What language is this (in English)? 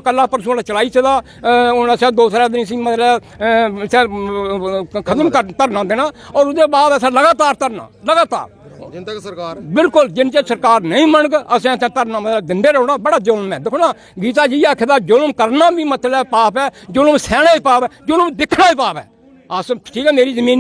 Dogri